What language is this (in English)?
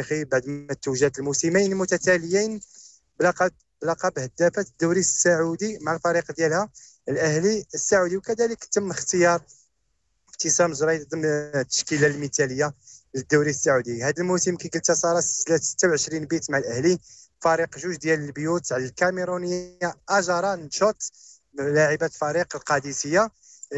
Moroccan Arabic